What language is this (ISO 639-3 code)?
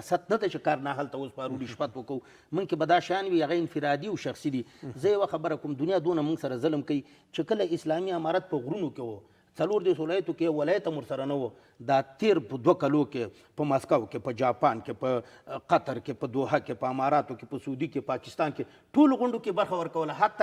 pus